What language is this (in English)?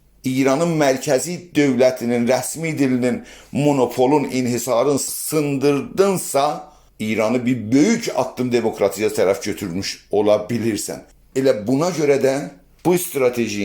South Azerbaijani